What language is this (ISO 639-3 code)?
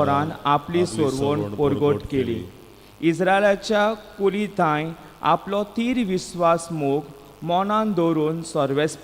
kok